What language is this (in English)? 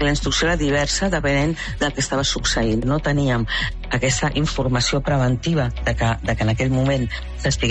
Catalan